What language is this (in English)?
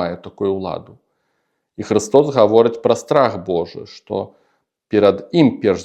Belarusian